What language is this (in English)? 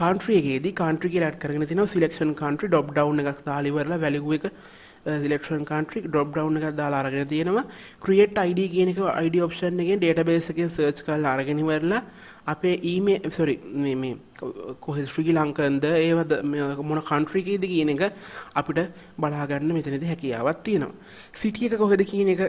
Sinhala